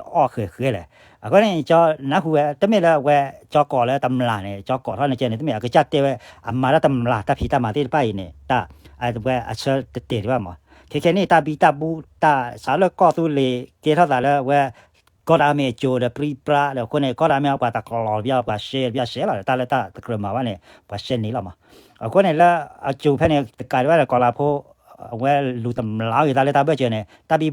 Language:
S'gaw Karen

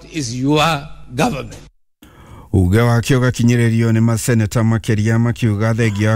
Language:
Kikuyu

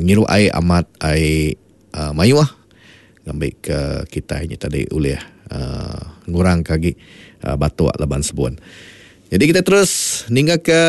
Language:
Iban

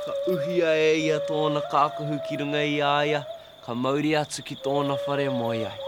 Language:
Māori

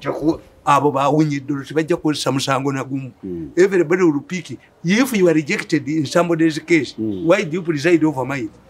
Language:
English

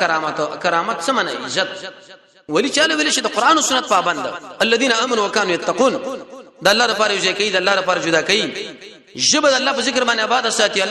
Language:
Pashto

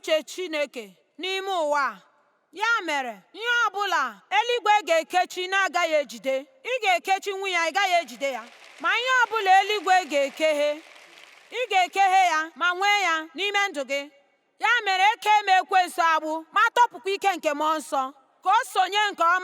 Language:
Igbo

